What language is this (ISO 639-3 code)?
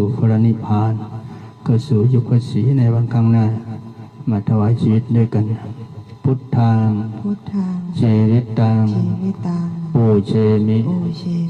pli